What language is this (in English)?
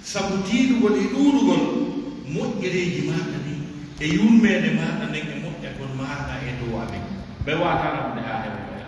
Pular